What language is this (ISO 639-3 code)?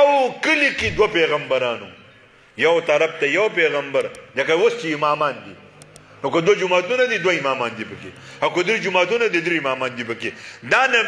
pus